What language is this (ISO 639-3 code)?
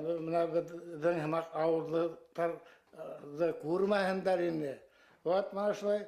bak